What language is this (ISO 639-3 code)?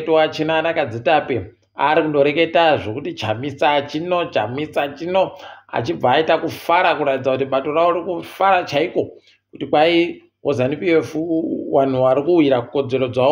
ndc